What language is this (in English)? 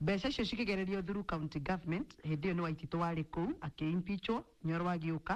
Kikuyu